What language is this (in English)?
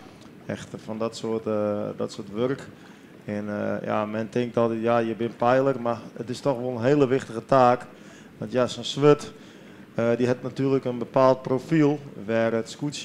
Western Frisian